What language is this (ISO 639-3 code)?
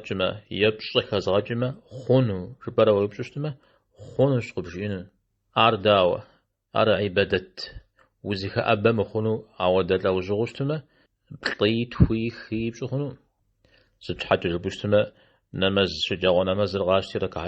kbd